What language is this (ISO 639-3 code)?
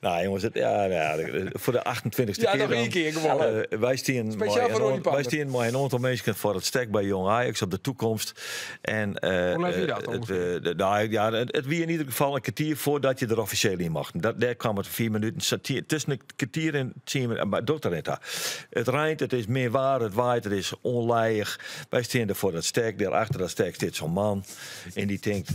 fry